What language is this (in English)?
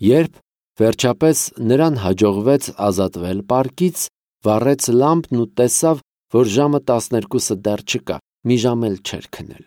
Armenian